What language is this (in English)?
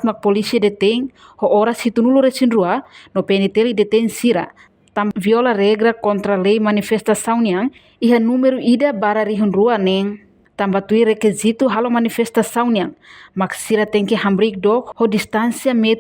Tetum